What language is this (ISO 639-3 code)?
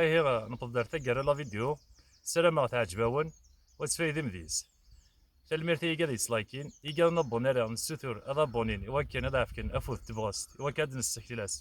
kab